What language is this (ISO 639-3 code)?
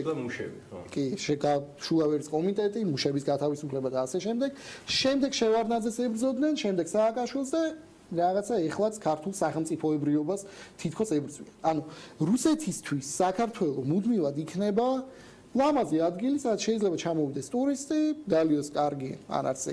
kat